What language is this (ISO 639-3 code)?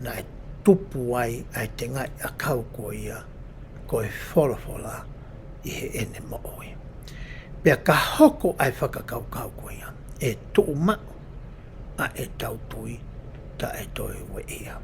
ton